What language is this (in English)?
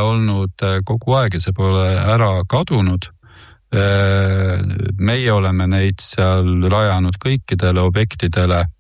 Estonian